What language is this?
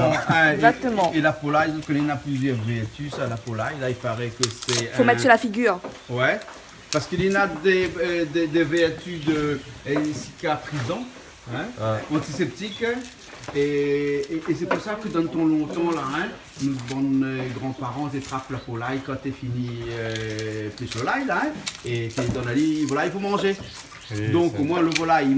Réunion Creole French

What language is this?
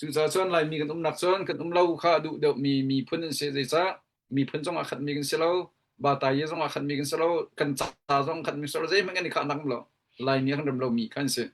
Hakha Chin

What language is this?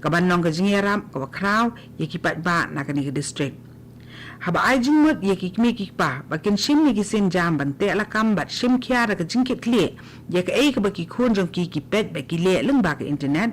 Khasi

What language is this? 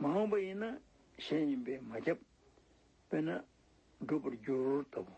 Tibetan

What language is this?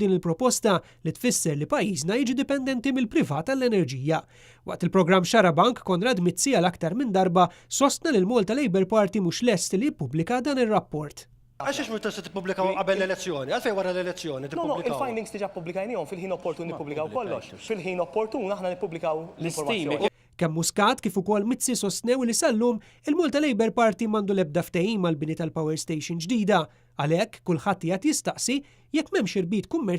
Maltese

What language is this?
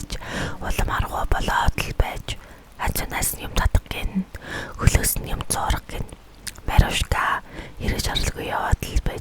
Mongolian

